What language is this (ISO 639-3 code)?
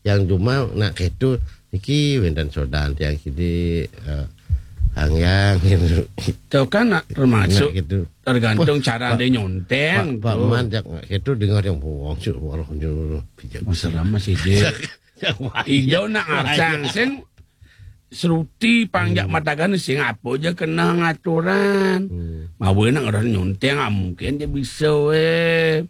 ban